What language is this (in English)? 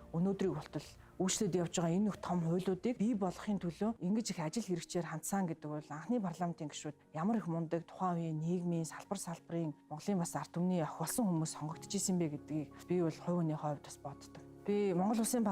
Mongolian